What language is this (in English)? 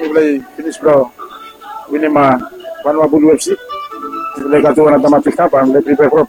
Bislama